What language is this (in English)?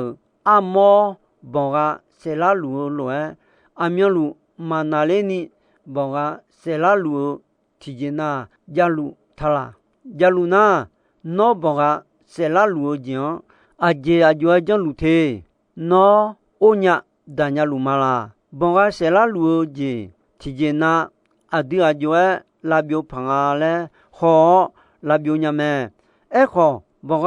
Akha